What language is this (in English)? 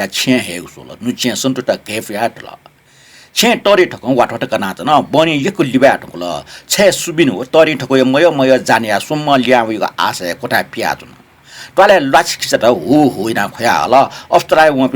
Newari